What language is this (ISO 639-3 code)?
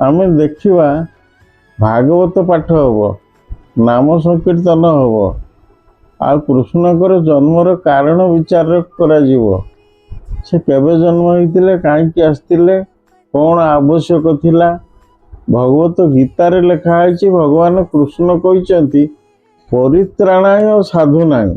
ori